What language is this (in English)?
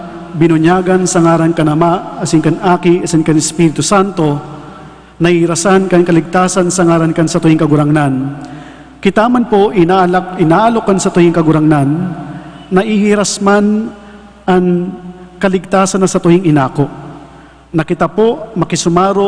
Bikol